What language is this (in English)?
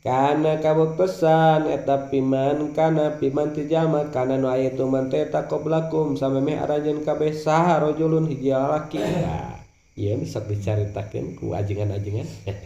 Sundanese